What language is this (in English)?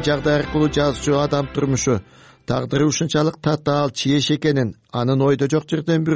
Kyrgyz